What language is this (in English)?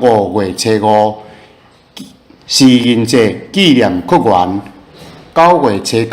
Min Nan Chinese